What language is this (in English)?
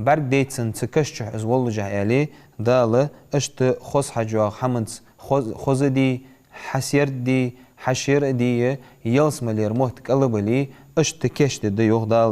Ingush